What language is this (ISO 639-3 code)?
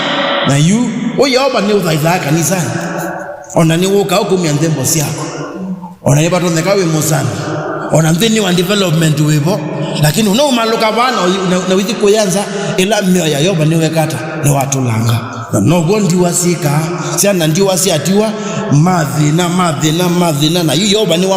kam